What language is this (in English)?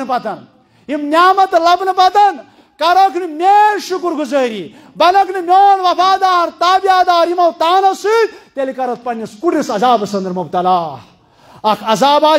Kashmiri